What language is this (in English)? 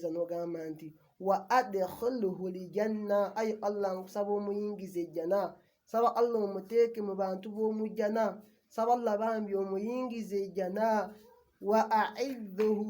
Ganda